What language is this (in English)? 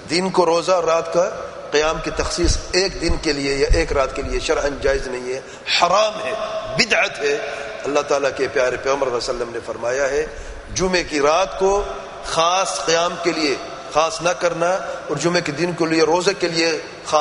Urdu